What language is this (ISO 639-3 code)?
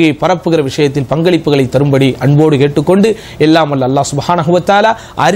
tam